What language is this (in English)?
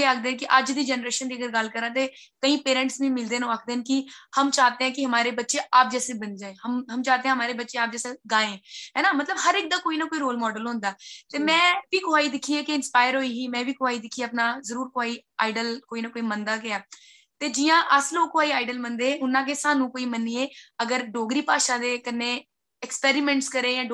Dogri